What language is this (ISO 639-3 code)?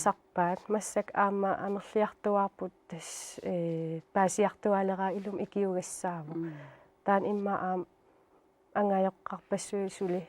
kal